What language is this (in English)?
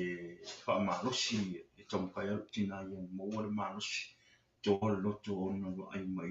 Samoan